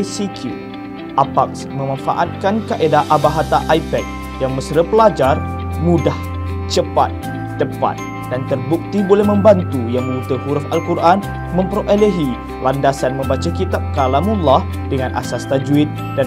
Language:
Malay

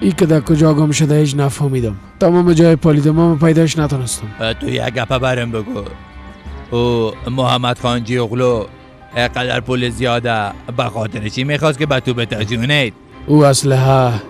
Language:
Persian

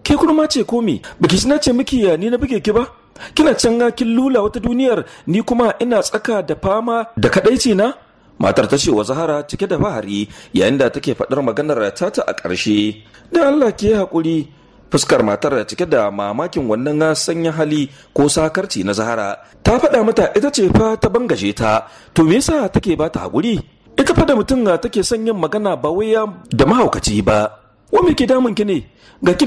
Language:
Hausa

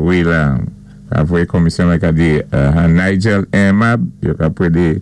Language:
Saint Lucian Creole French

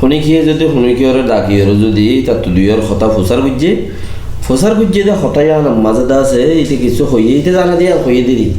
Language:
Rohingya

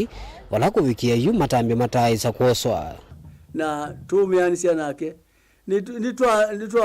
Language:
Kamba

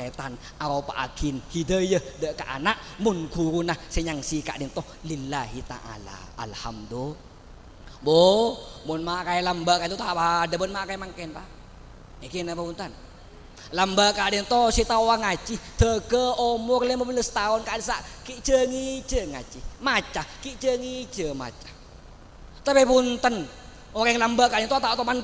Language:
Madurese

